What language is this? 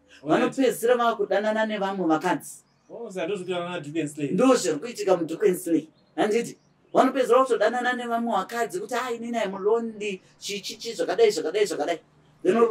Shona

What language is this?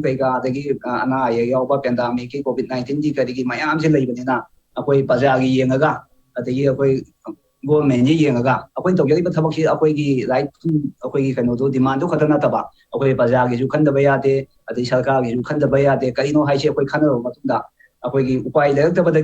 Manipuri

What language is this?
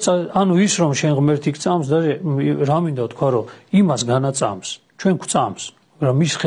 Georgian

